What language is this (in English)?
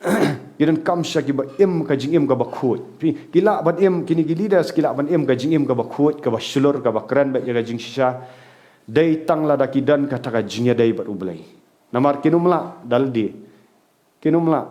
Khasi